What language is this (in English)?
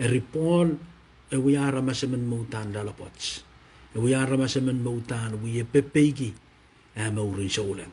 Pohnpeian